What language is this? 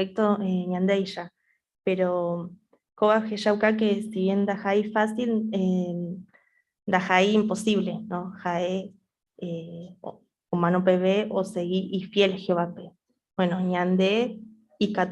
Guarani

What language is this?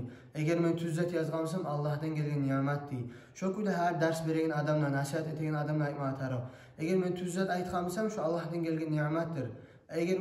Kumyk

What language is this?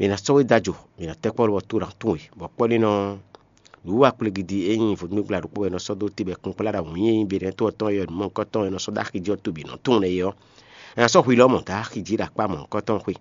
Fon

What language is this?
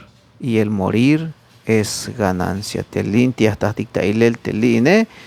Tzeltal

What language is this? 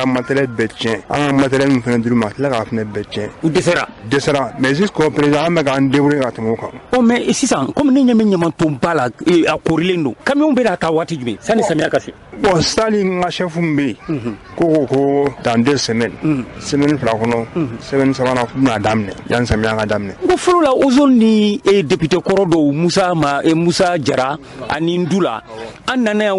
Bambara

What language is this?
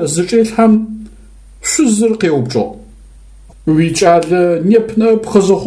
Adyghe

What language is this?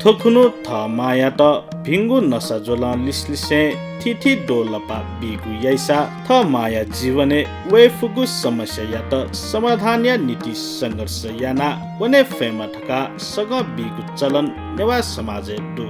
Newari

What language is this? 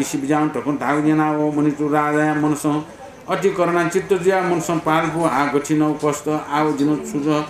Newari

